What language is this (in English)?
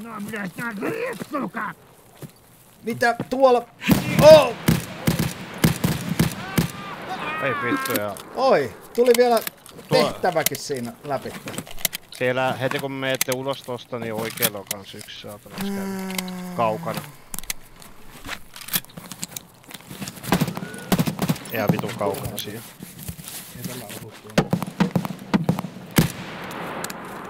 Finnish